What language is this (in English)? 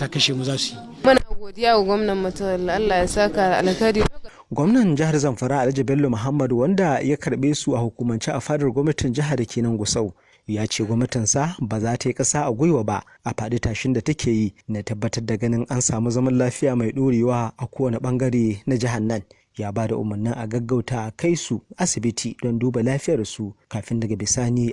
Hausa